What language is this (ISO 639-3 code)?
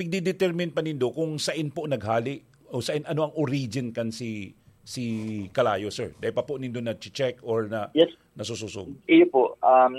bik